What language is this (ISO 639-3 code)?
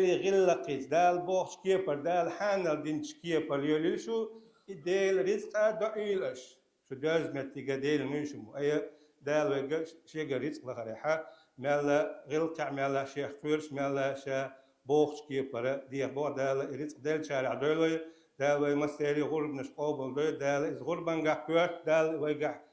che